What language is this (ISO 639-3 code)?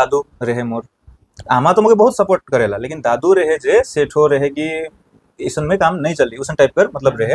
sck